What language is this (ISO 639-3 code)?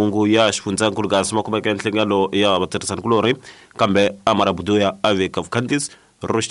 tso